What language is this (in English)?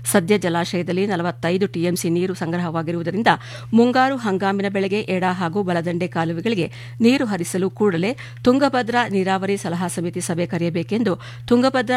Kannada